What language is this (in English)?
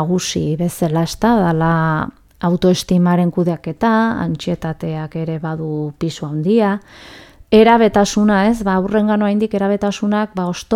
Basque